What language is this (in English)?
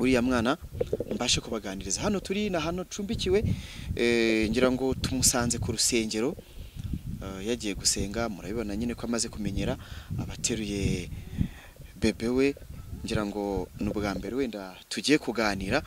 Kinyarwanda